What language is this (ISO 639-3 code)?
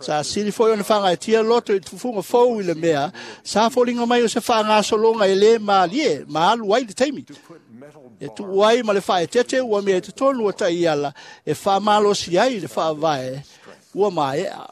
smo